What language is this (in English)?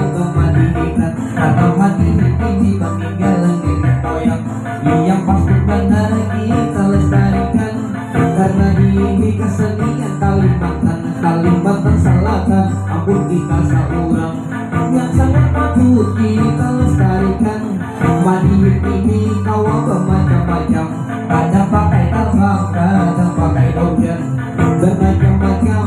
Banjar